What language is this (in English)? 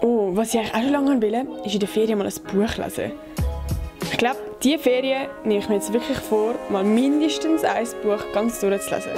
Swiss German